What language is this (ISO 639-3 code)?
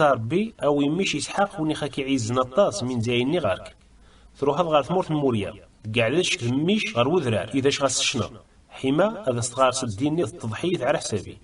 kab